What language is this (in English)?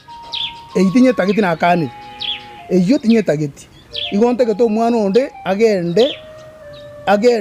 Gusii